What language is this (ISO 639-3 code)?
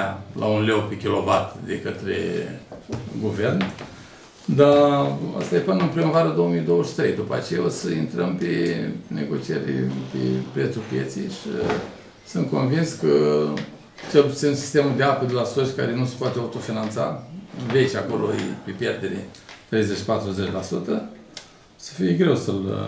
ron